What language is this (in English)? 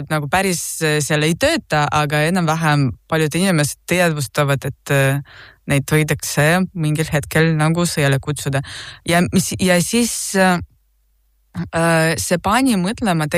Estonian